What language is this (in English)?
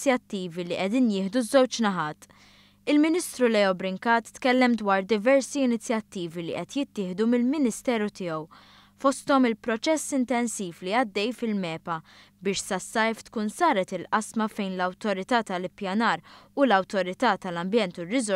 Maltese